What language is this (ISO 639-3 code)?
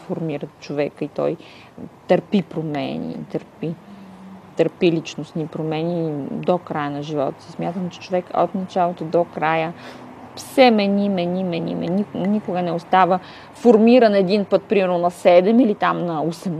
bul